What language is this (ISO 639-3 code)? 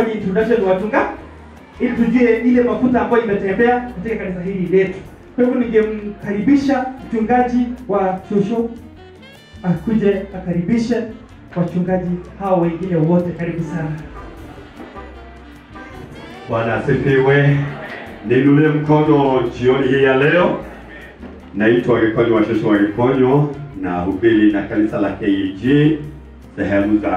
swa